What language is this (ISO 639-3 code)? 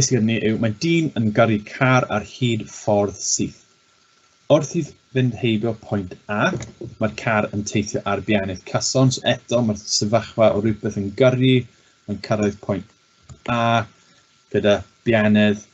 cym